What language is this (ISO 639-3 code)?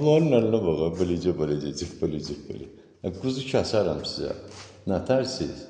aze